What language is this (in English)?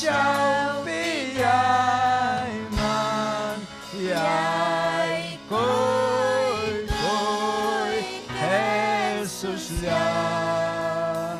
Ayacucho Quechua